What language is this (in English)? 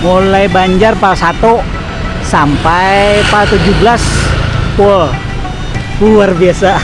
Banjar